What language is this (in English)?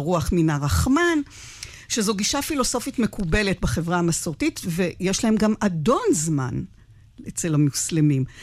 Hebrew